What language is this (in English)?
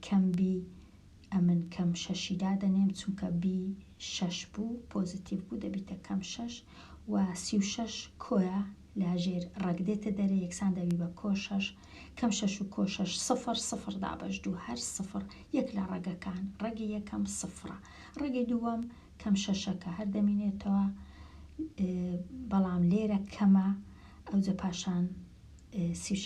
Central Kurdish